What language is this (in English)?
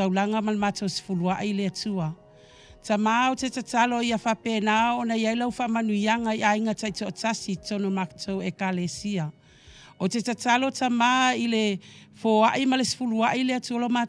Samoan